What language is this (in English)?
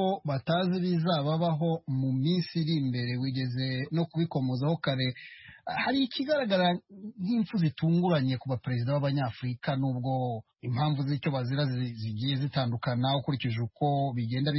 Kinyarwanda